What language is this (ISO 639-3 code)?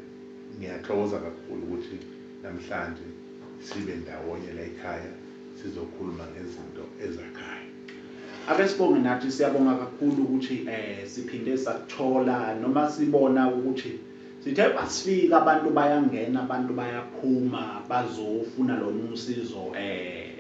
zul